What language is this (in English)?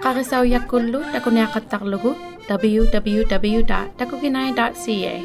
Inuktitut